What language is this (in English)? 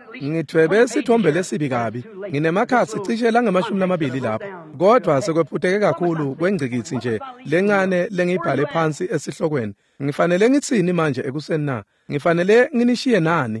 Swati